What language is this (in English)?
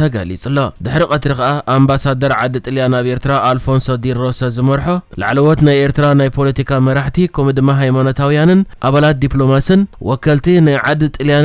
Tigrinya